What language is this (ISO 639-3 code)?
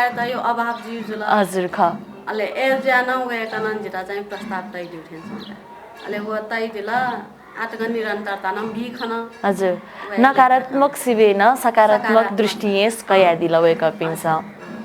new